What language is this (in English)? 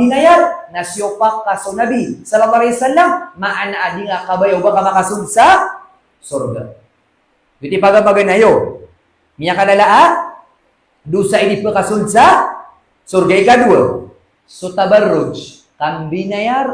Maranao